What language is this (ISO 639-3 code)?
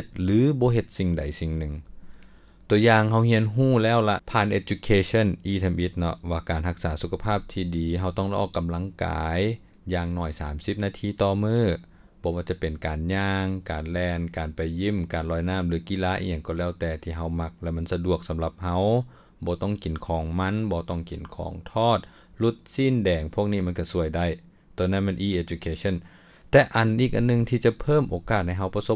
lao